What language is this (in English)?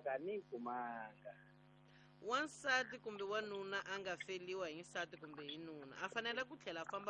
Tsonga